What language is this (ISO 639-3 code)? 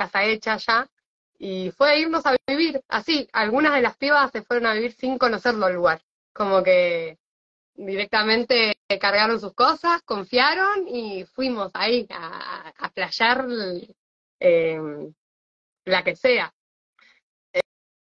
spa